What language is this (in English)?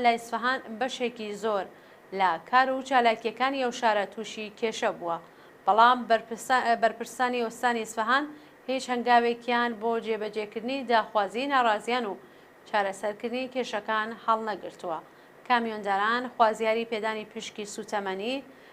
Central Kurdish